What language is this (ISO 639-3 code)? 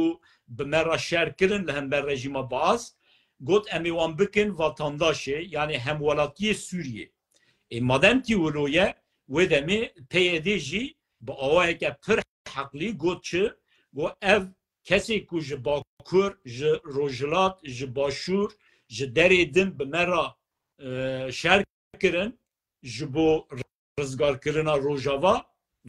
kur